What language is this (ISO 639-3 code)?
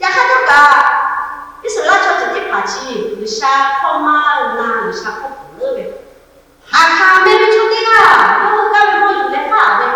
lhu